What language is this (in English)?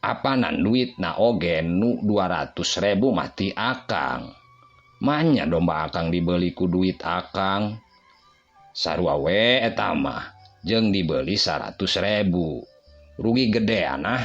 Sundanese